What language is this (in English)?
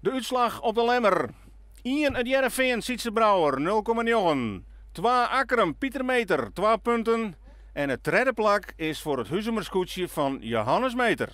Western Frisian